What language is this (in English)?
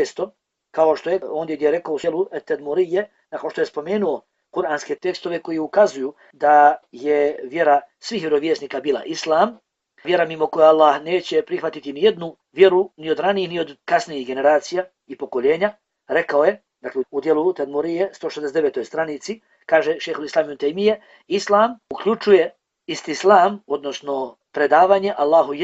Bosnian